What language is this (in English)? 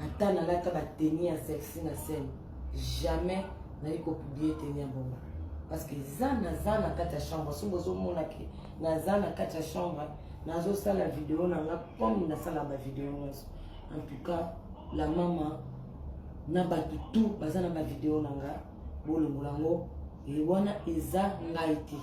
Lingala